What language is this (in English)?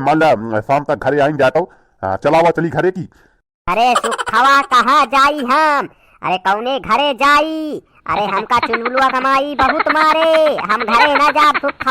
Awadhi